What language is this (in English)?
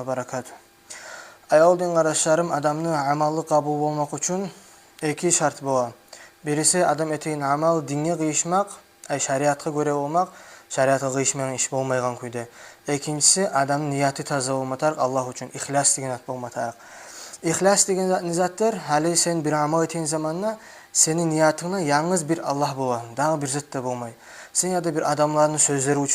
Kumyk